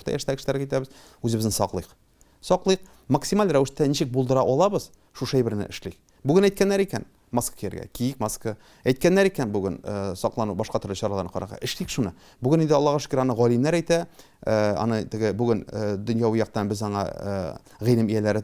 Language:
Tatar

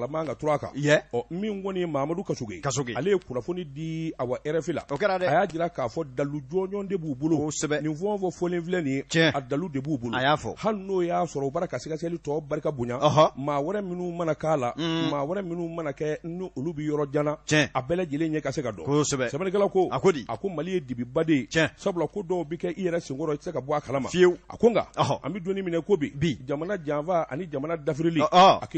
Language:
Bambara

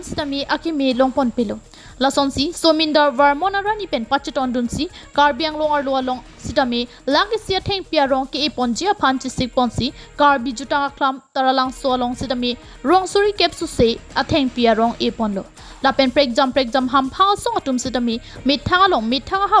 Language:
Karbi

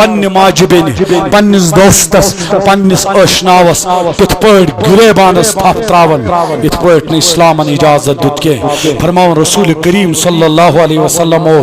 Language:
Kashmiri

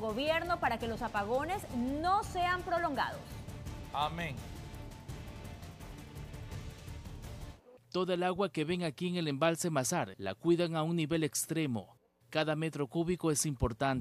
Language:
Spanish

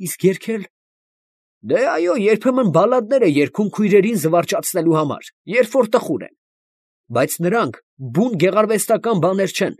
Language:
Armenian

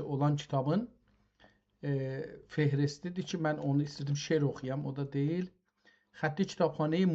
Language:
South Azerbaijani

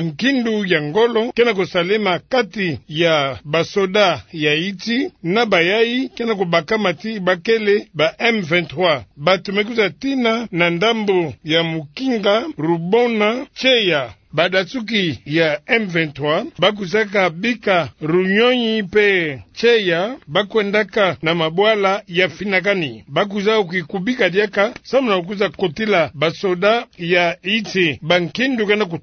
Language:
Kituba (Democratic Republic of Congo)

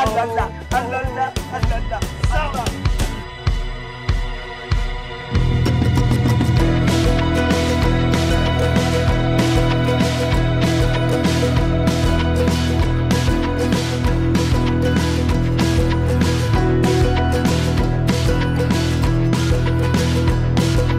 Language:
Burmese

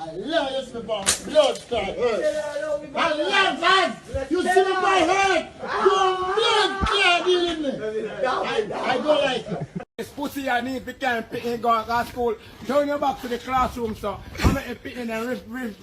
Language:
Jamaican Creole English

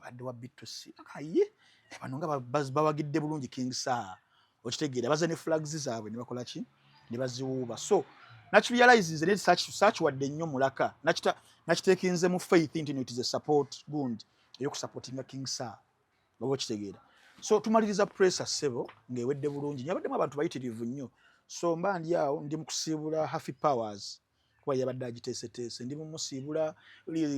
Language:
Ganda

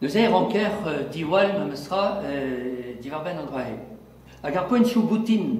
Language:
Breton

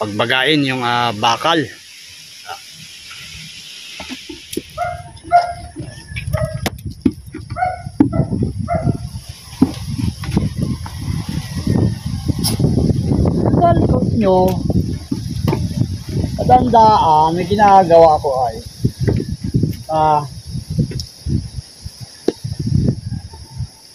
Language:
Filipino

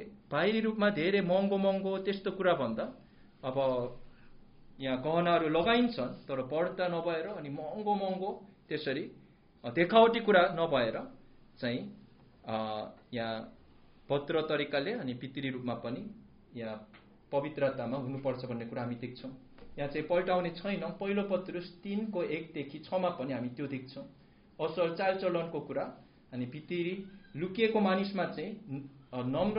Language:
Nepali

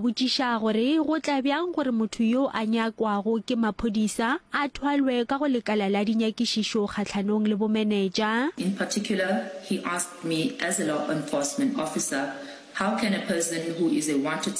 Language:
Northern Sotho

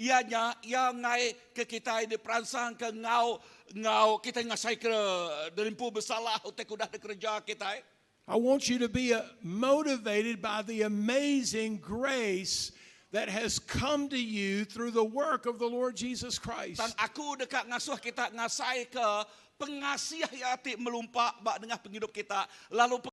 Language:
Iban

